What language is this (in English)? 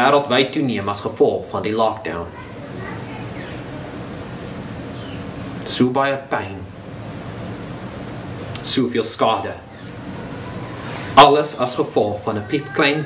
Afrikaans